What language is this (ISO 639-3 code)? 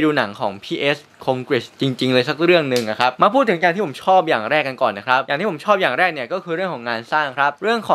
tha